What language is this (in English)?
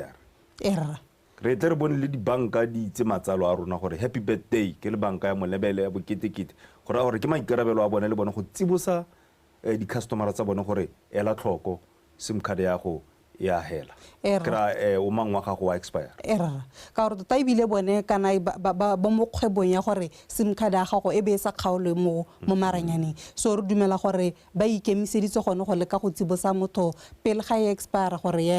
Tswana